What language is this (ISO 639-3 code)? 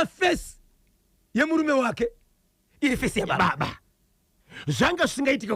sna